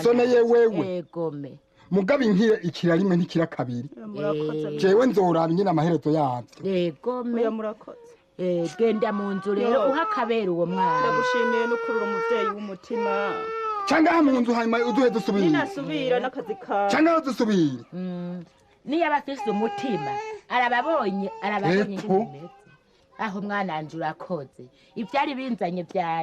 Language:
Rundi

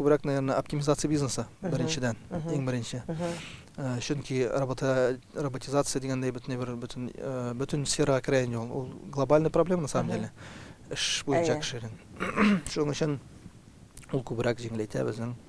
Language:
Tatar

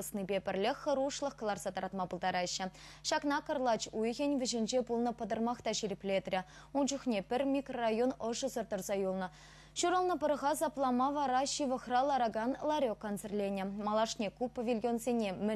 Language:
Chuvash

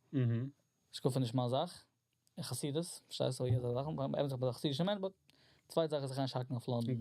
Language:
Yiddish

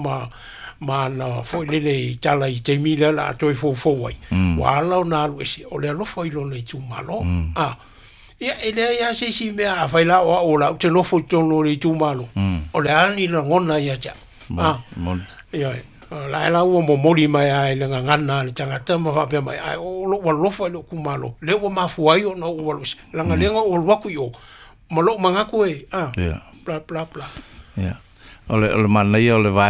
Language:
Samoan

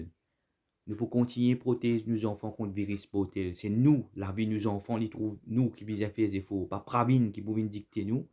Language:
Morisyen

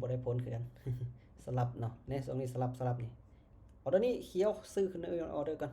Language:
Lao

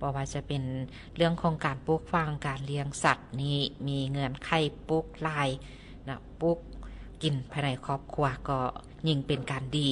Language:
Lao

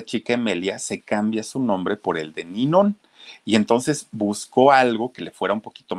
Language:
Spanish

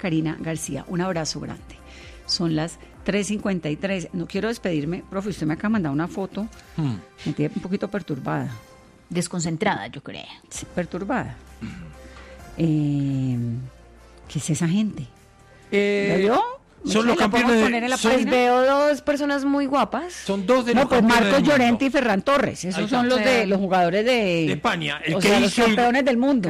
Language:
Spanish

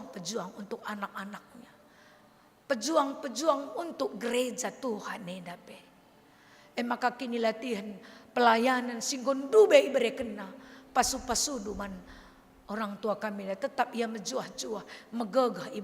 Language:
Batak Karo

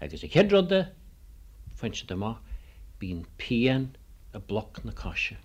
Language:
Irish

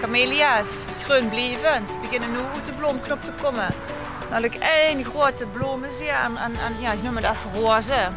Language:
Limburgish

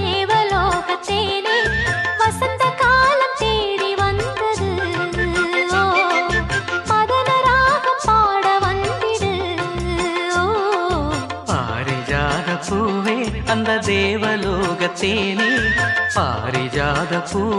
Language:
Tamil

